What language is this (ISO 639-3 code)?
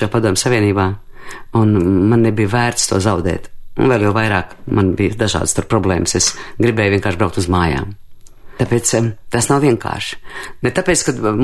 lav